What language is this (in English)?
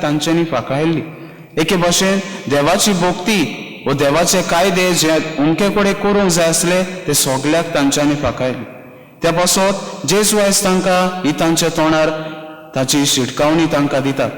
Konkani